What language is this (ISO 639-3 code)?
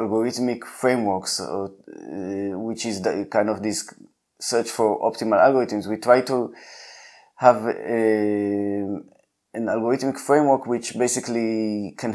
eng